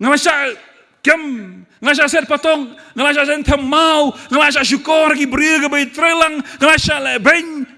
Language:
Khasi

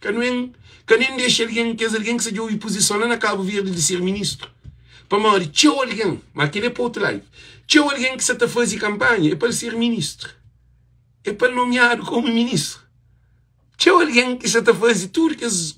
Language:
Kabuverdianu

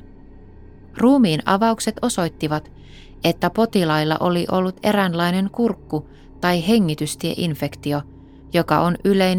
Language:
Finnish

